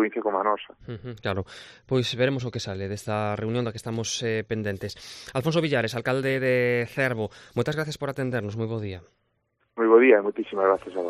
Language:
Galician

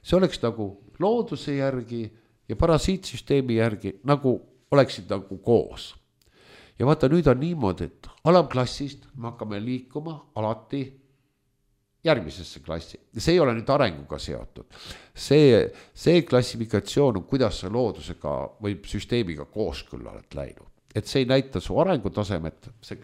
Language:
Estonian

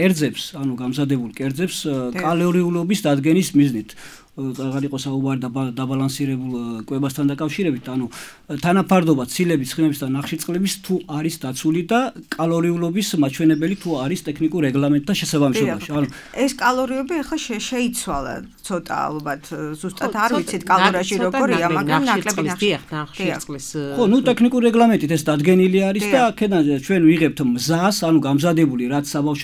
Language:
Georgian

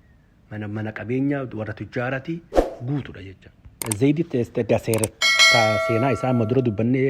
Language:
Oromo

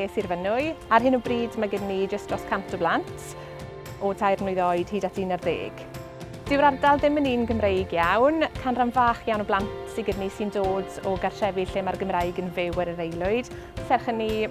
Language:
Welsh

